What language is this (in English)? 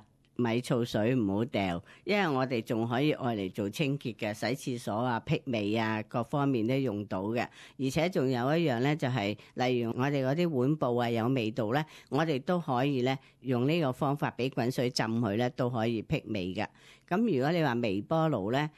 Cantonese